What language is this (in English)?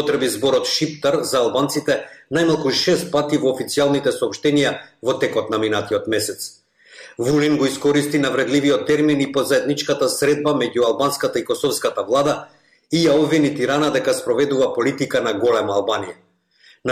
Macedonian